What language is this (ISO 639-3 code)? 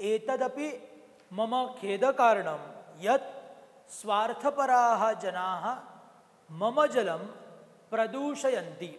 san